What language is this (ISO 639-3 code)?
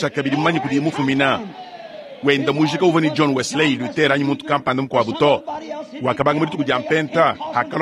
lua